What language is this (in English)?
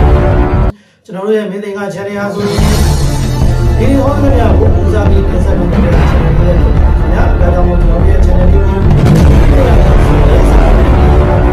Burmese